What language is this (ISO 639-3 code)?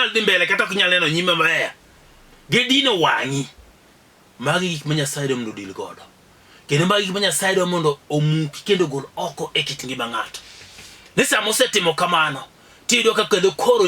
luo